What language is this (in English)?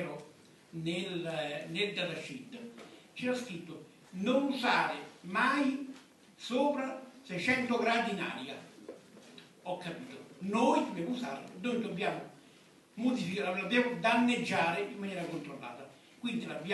Italian